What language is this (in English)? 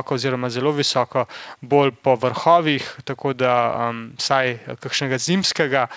Slovenian